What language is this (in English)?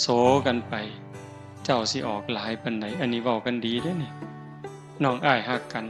Northeastern Thai